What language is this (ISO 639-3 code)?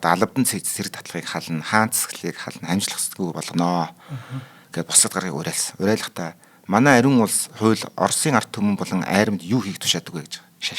mon